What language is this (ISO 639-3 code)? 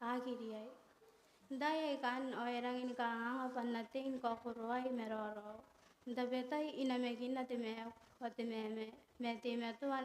gil